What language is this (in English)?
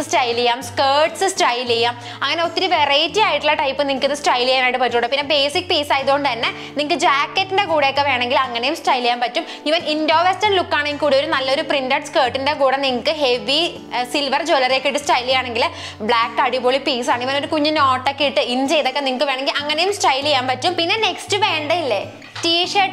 Malayalam